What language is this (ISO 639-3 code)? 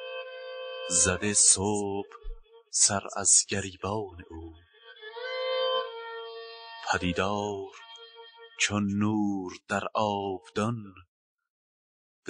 fas